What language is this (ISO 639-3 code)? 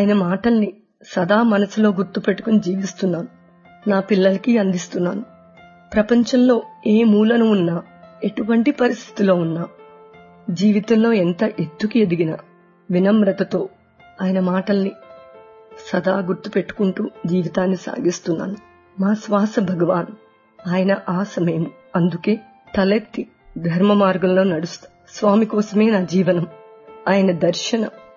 tel